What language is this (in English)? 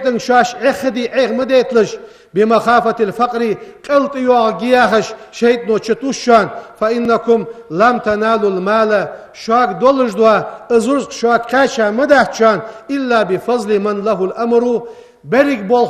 Ingush